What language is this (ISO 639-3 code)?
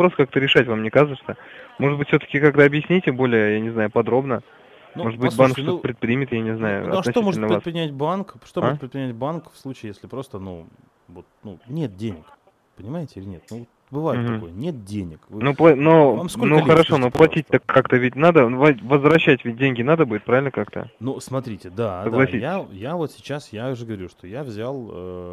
rus